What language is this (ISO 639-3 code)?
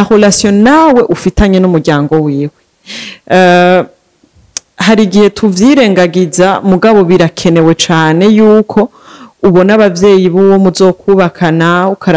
run